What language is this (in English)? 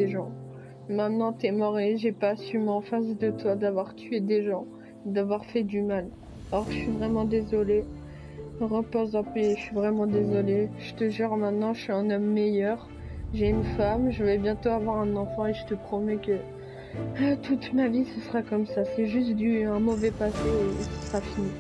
French